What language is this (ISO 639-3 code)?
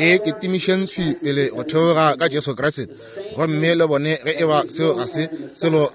nso